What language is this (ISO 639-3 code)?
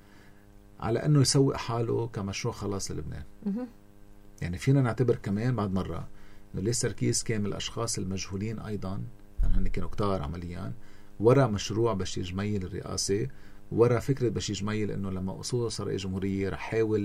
apc